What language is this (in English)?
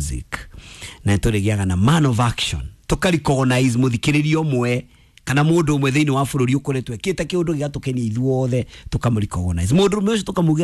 Kikuyu